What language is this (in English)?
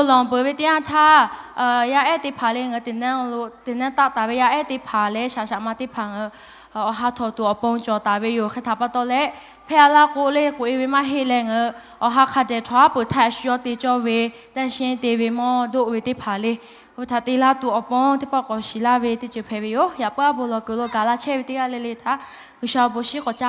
Lahu